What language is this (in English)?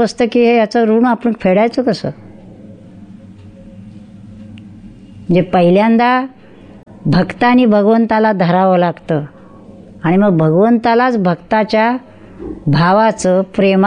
Marathi